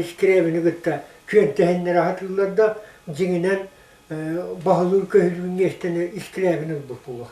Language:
Yakut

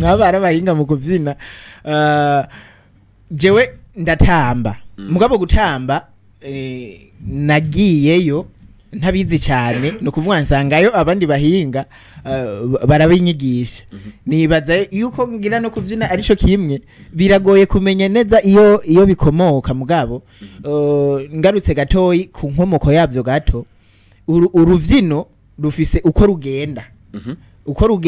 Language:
Rundi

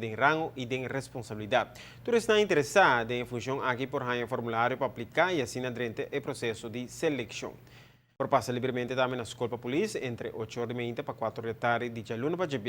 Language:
Papiamento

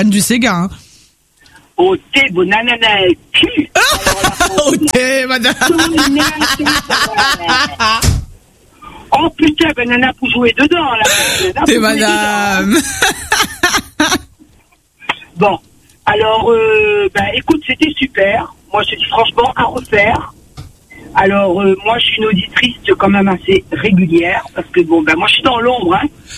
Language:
French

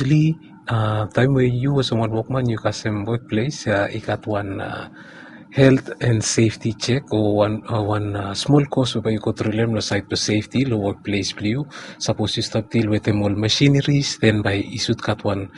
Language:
Bislama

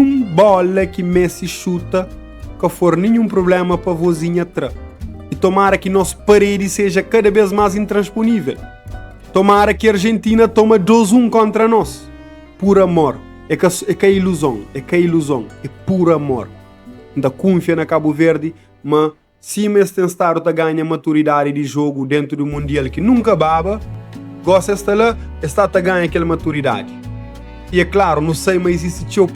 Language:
Kabuverdianu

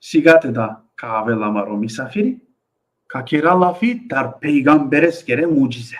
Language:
Balkan Romani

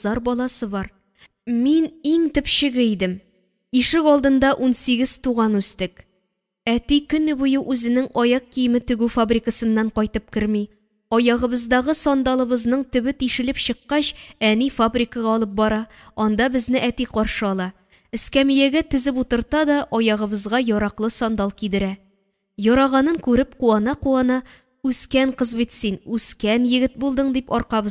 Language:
Tatar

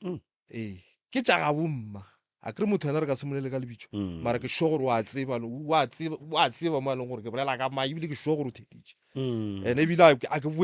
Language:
Northern Sotho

